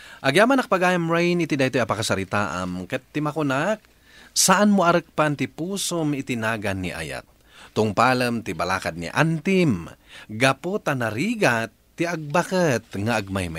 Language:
Iloko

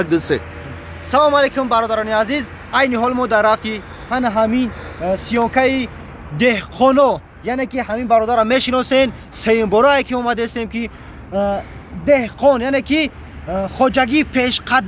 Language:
Tajik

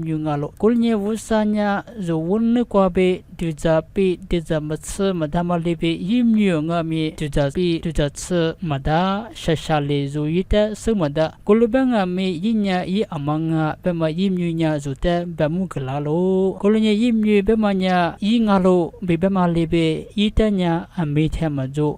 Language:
Lisu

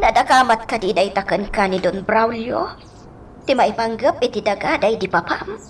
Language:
Iloko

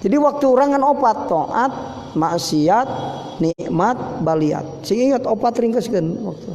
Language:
Sundanese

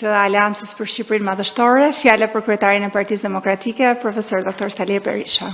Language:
Albanian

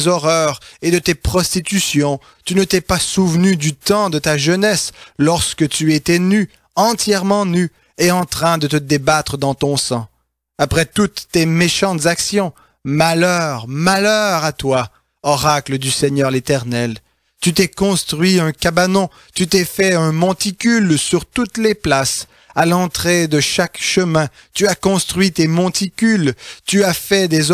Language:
French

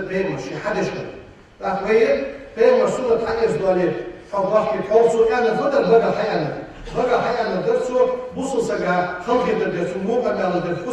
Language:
Ingush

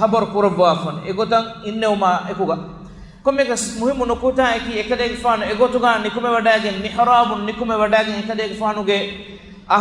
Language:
Divehi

